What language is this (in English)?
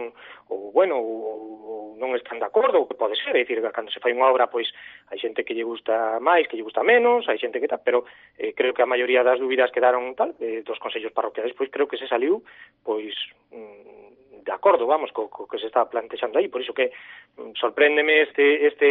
Galician